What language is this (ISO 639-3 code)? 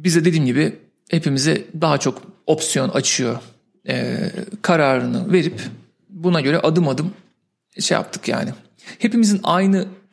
tur